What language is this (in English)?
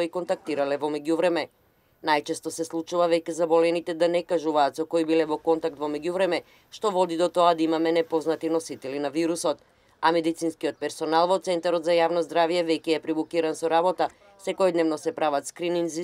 Macedonian